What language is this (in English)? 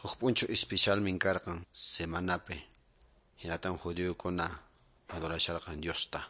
Quechua